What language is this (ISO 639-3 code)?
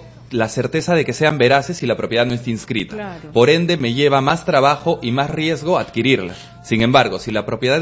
spa